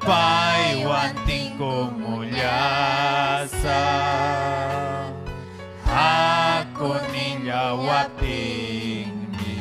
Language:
Ayacucho Quechua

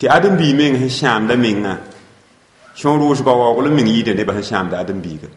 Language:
Mossi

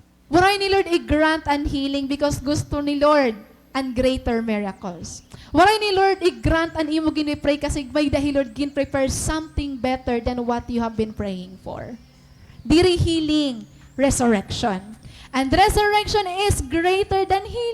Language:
Waray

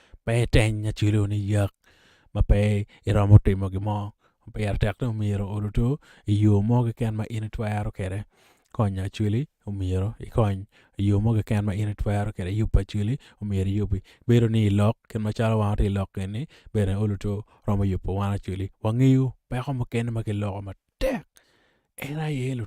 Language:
Acoli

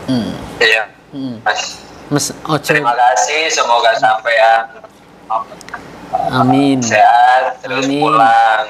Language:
Indonesian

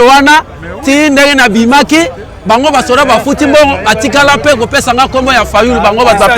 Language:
Lingala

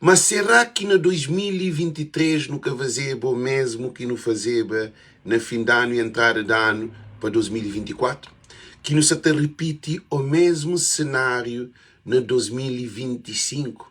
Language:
Kabuverdianu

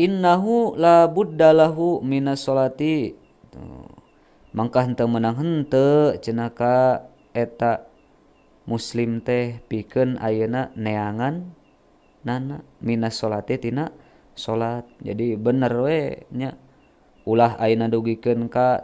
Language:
Sundanese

